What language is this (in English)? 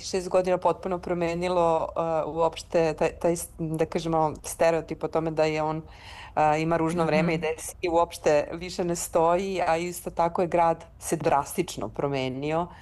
Serbian